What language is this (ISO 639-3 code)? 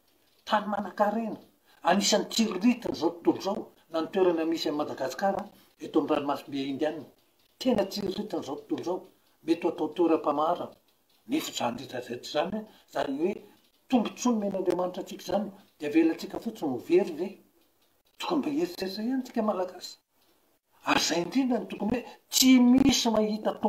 mlg